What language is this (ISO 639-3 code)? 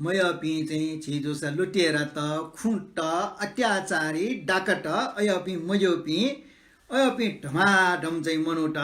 new